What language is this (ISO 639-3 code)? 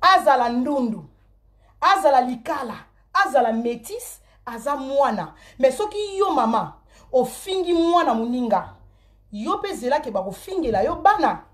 lin